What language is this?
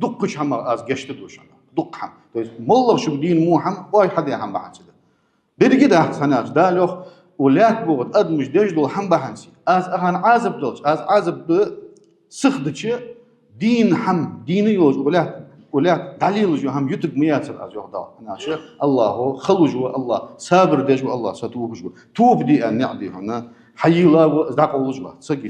Ingush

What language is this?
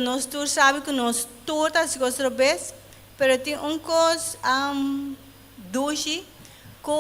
Papiamento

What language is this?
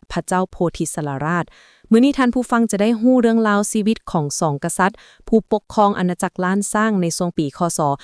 Lao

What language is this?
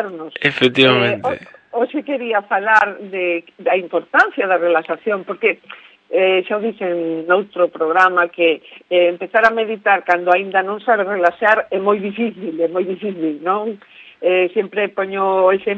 Galician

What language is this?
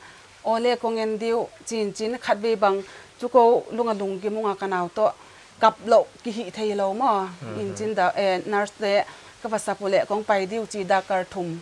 Paite Chin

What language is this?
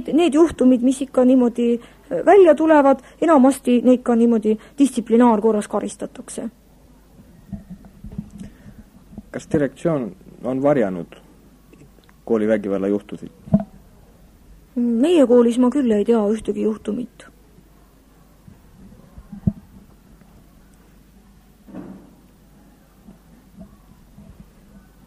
Estonian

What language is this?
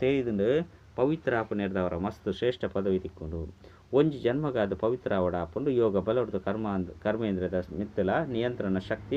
Tulu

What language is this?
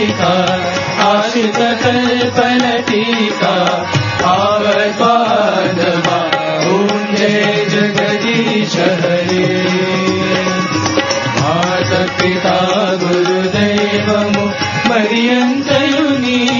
Telugu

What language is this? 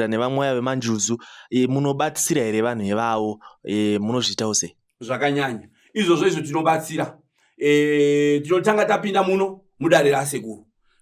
Shona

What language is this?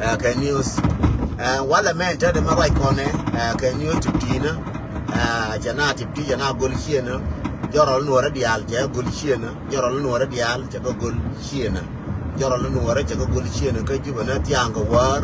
Nuer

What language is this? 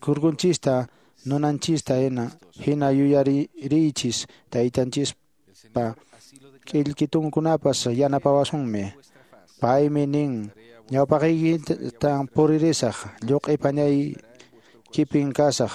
Quechua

